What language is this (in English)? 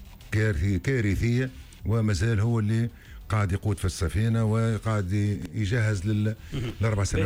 Tunisian Arabic